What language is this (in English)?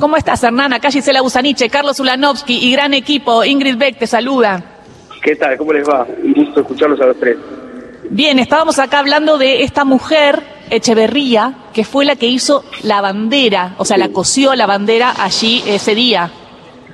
Spanish